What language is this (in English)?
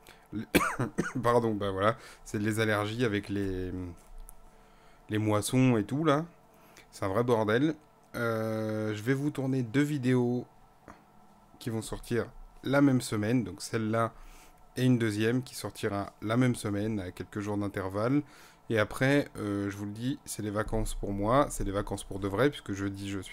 French